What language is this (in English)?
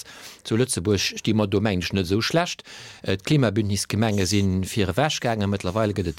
Luxembourgish